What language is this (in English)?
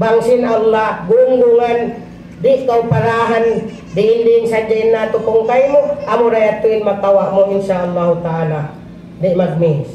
Tausug